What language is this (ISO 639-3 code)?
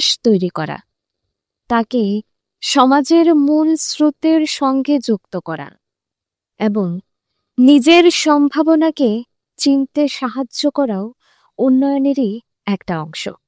ben